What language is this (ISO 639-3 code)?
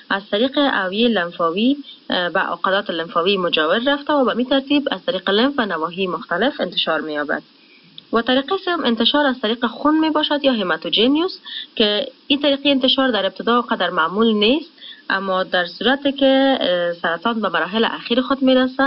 fas